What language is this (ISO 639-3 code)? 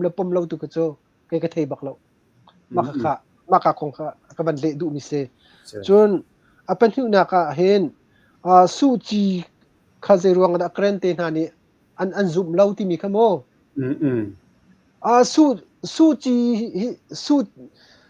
cnh